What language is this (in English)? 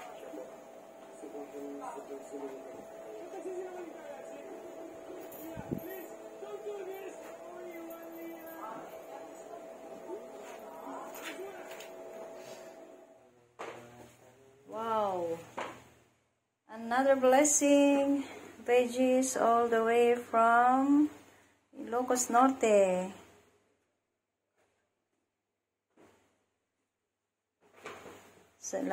Filipino